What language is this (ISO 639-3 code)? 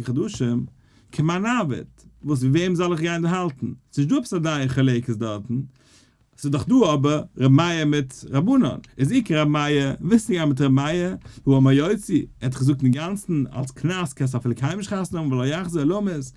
yid